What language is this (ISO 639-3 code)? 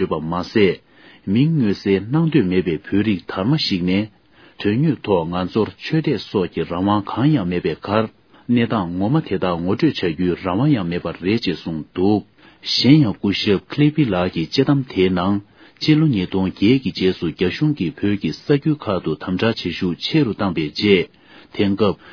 bod